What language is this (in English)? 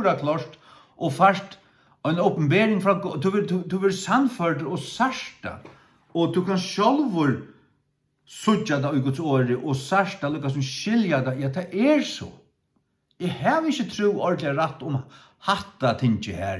Faroese